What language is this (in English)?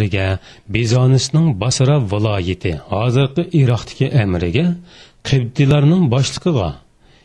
Uyghur